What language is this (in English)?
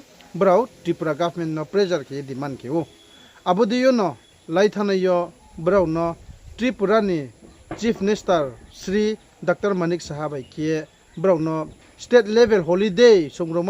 Riang (India)